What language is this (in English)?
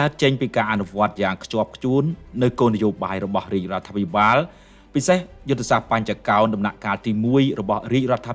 Khmer